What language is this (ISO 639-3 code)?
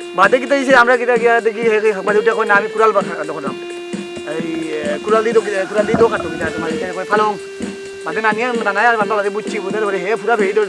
syl